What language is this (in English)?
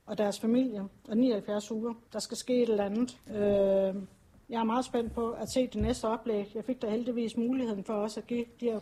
Danish